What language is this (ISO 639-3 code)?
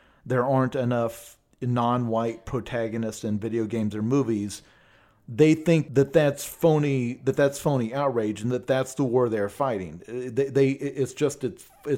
eng